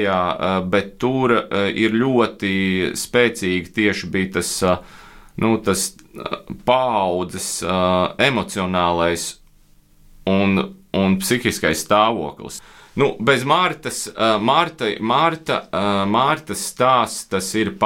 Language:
Latvian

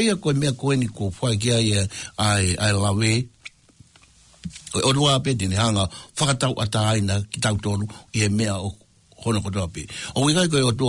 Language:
Tongan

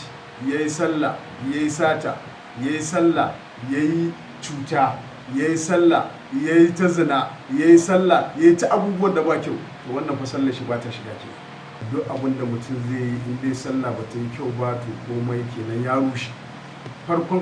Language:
Hausa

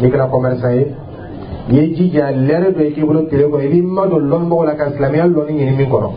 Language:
Dyula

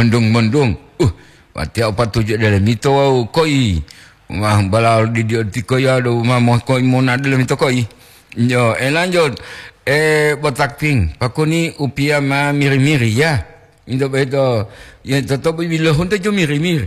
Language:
Gorontalo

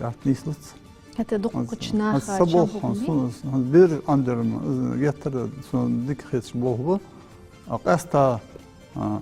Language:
Ingush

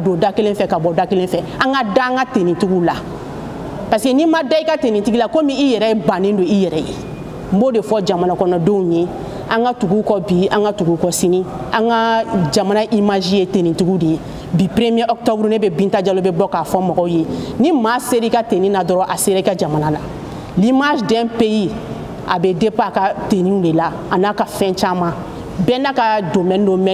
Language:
Bambara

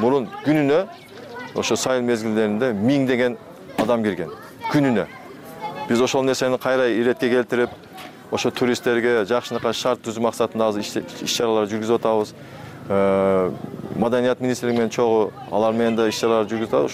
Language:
Kyrgyz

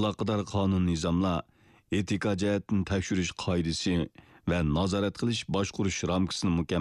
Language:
Uyghur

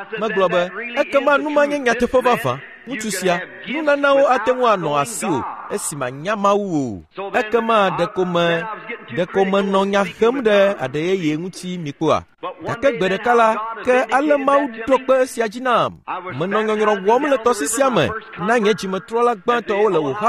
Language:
Ewe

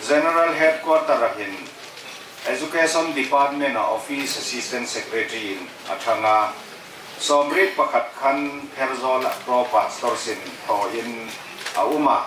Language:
Hmar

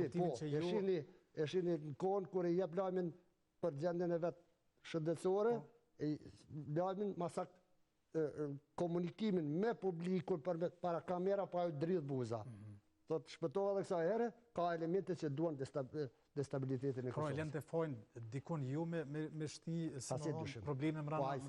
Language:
Albanian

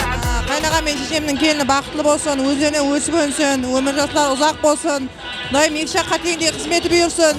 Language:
Kara-Kalpak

